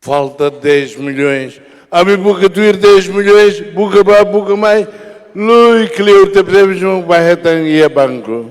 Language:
Tetum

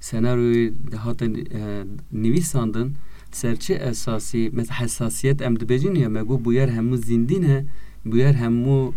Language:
Kurdish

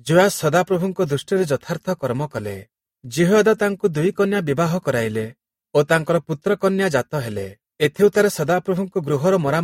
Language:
Odia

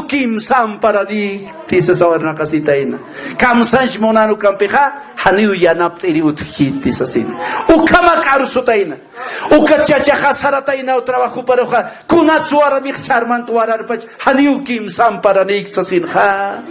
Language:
Aymara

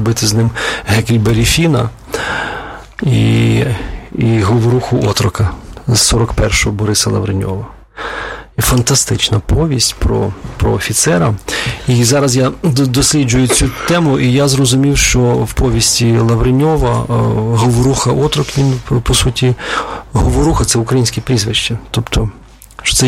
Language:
Ukrainian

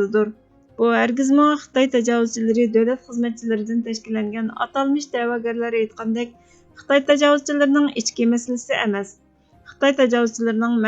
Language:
Uyghur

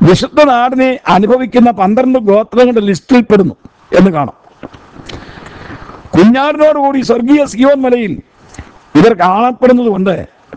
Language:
Malayalam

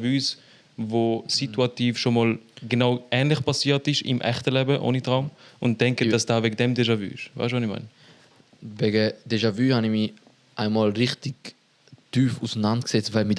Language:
Swiss German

